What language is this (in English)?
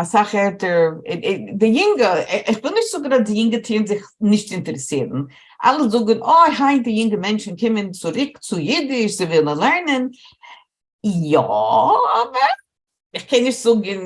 Yiddish